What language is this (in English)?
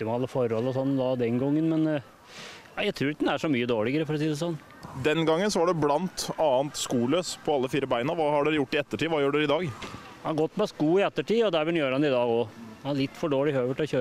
Norwegian